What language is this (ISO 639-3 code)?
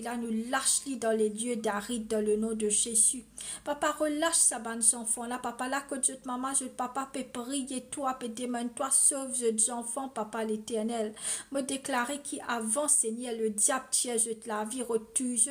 mfe